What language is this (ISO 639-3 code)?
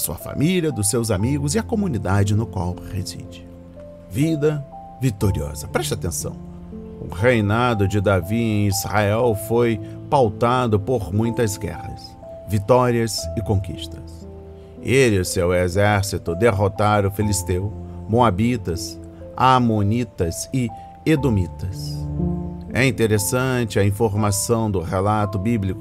por